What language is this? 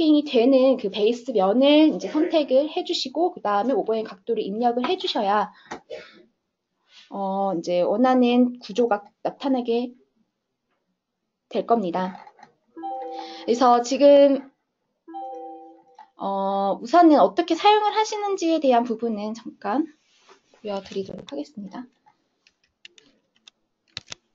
Korean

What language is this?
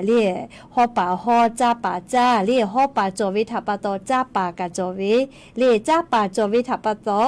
Lahu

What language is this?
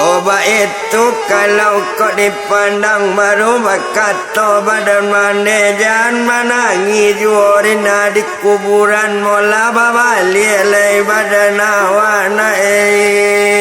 Minangkabau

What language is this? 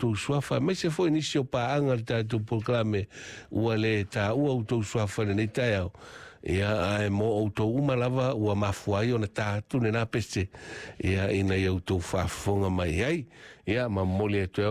Samoan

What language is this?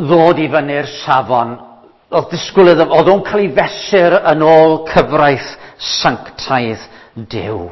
Welsh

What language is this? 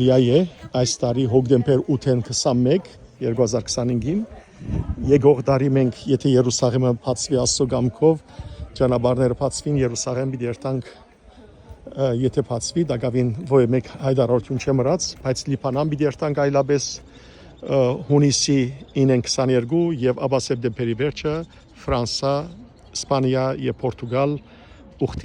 Western Armenian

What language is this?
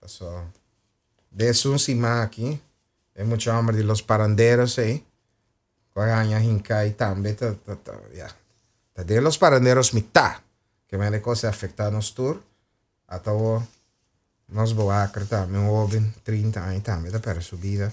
Papiamento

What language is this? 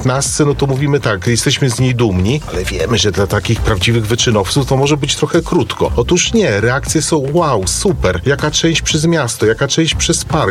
Polish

